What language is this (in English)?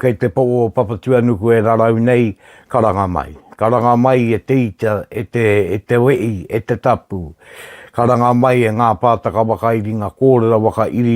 Māori